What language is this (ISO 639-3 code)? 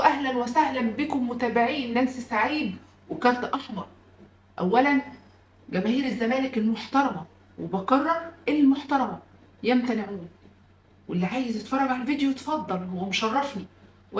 arz